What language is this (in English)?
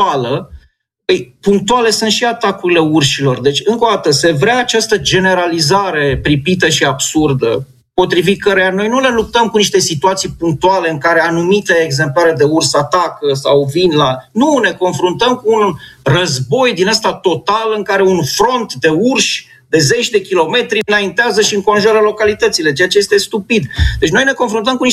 Romanian